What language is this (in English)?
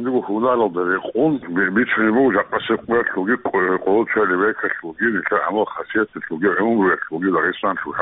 Avaric